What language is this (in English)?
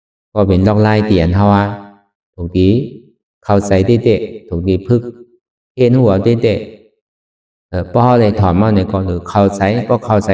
Shan